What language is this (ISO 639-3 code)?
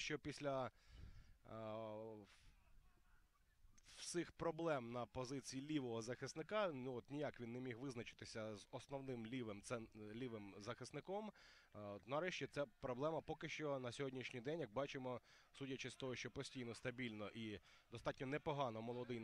ukr